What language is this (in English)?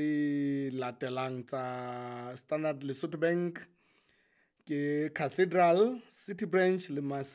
Southern Sotho